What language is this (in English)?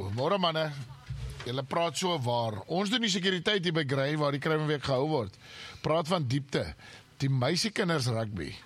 Afrikaans